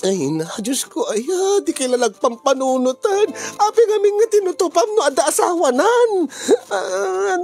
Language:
Iloko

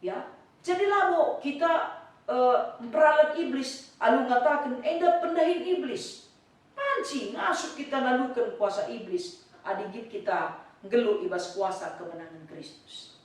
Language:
Batak Karo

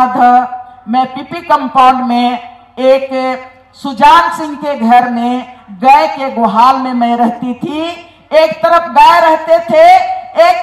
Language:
Hindi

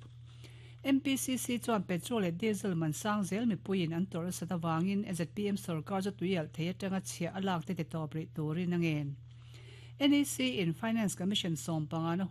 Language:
Mizo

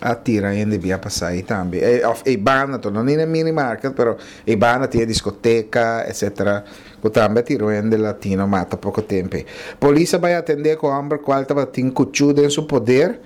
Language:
Papiamento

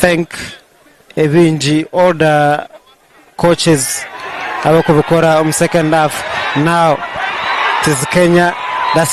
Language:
Nyankole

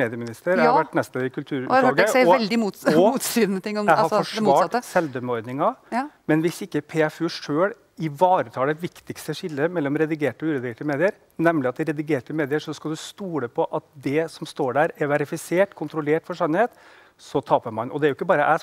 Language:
Norwegian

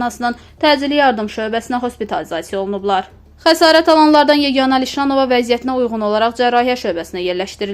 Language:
Azerbaijani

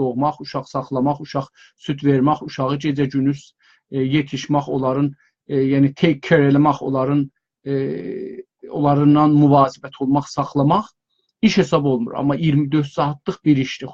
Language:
South Azerbaijani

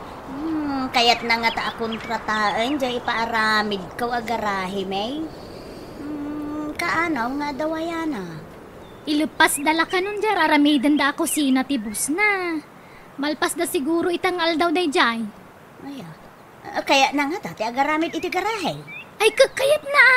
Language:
Iloko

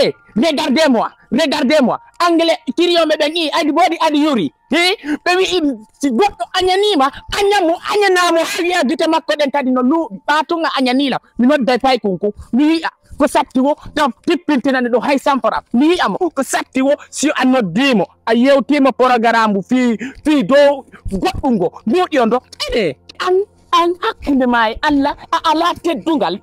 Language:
Fula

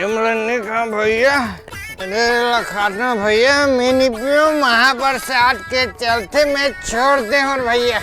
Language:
Chhattisgarhi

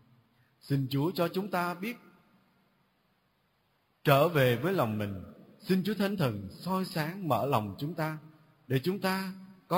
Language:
Vietnamese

